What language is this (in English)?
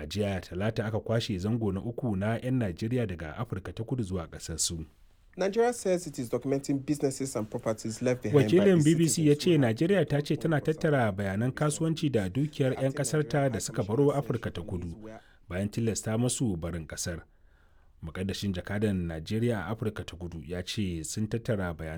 Hausa